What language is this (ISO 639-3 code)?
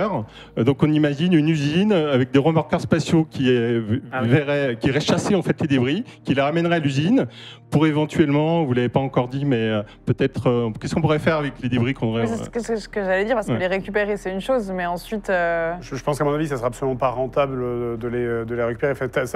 fra